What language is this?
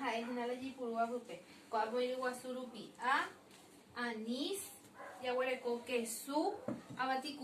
Guarani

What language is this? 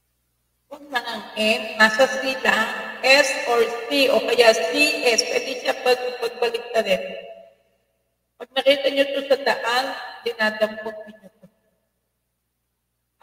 Filipino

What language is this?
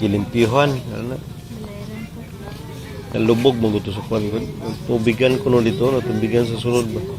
Cebuano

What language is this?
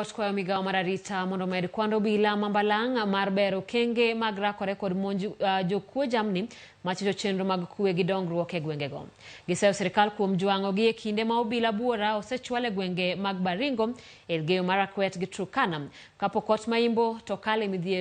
Luo (Kenya and Tanzania)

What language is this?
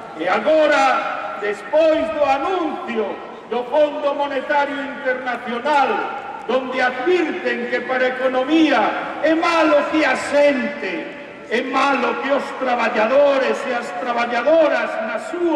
Galician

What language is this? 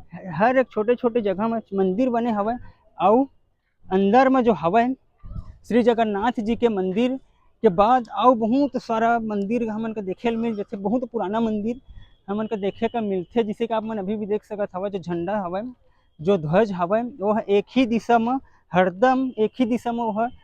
Chhattisgarhi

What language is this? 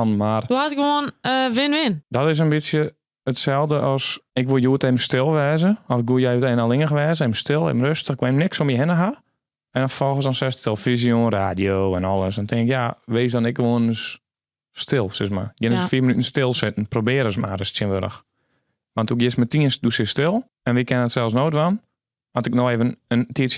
Western Frisian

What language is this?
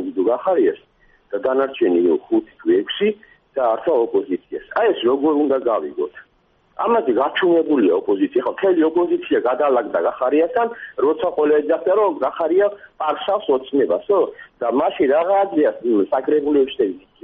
Georgian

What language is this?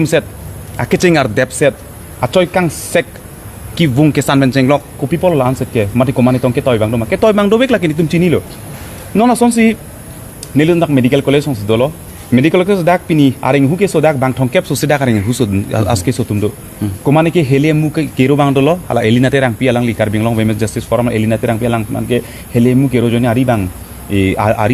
Karbi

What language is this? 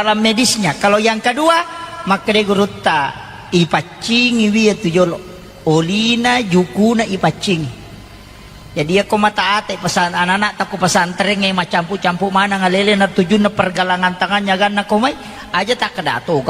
Buginese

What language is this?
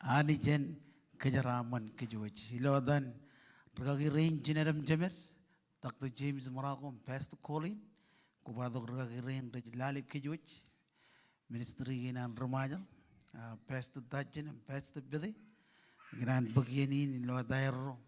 Marshallese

